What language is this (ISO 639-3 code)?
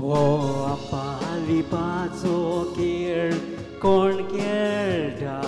kok